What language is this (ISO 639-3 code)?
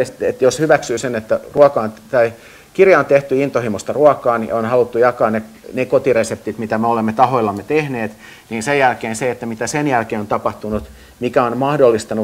fin